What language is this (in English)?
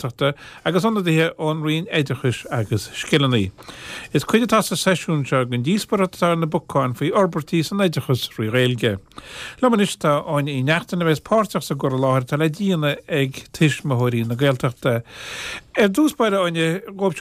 Irish